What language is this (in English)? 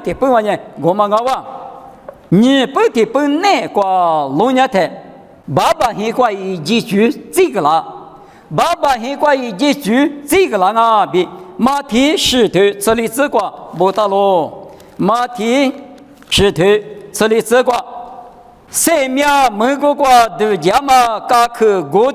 Lisu